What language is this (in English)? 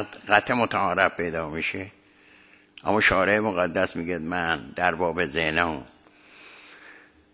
Persian